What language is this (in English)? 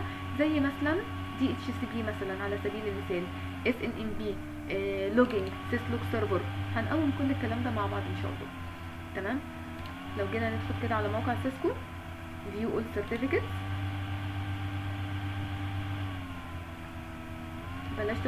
Egyptian Arabic